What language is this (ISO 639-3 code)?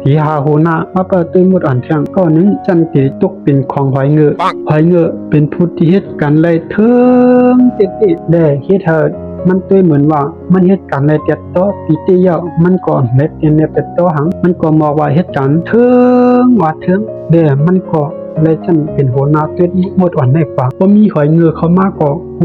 shn